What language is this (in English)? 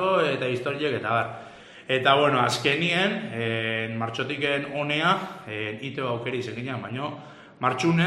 Basque